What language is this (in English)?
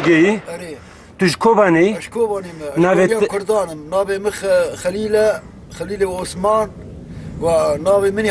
Kurdish